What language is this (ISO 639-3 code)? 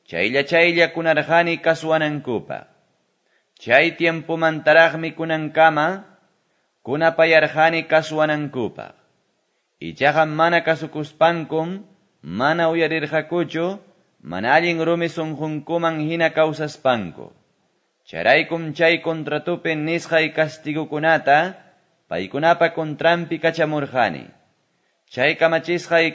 que